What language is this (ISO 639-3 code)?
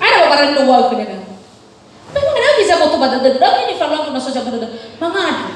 nia